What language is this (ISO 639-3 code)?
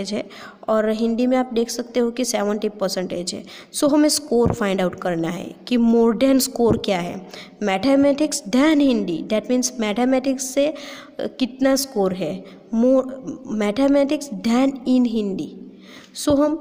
hin